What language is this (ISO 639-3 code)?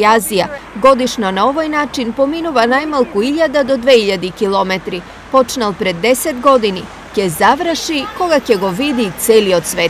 mkd